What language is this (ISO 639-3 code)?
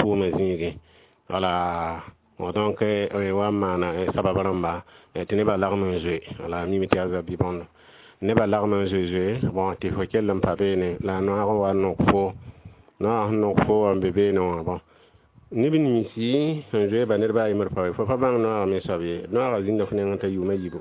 mos